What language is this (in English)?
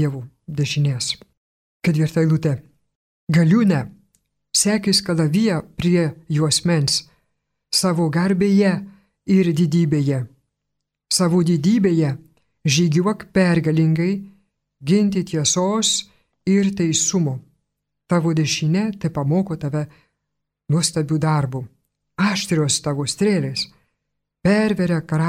Lithuanian